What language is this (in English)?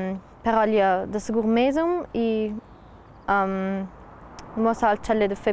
Ladin